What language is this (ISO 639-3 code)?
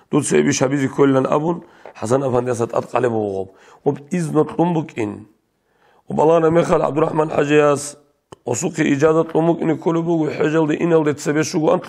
ava